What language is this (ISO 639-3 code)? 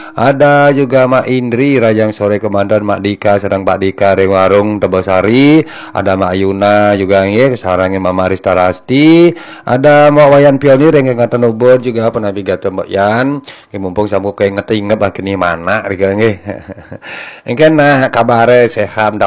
ban